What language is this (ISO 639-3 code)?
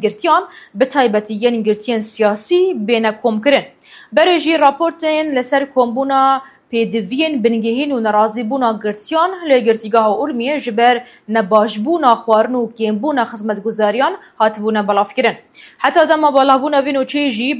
kur